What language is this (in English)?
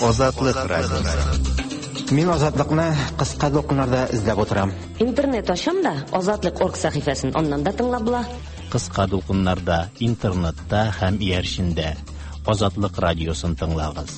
Tatar